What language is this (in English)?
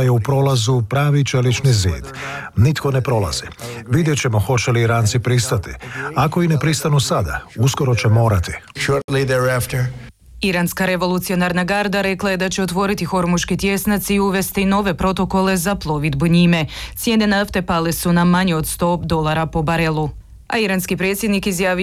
Croatian